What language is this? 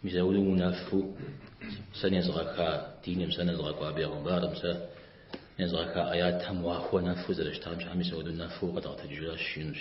Kabardian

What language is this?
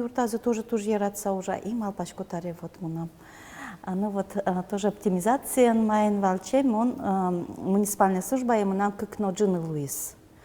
Udmurt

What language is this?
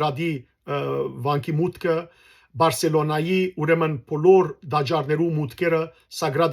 Western Armenian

